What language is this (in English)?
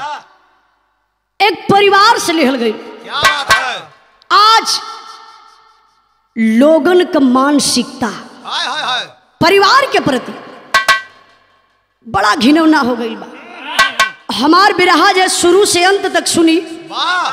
Bhojpuri